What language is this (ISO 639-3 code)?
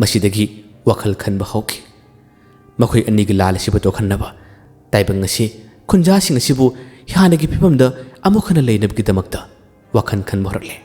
mni